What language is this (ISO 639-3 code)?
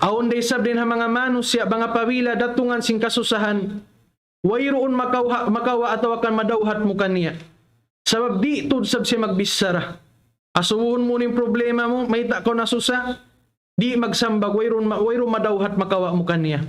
tsg